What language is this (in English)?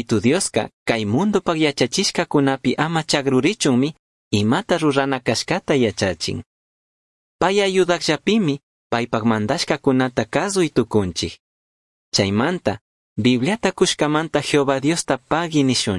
Chimborazo Highland Quichua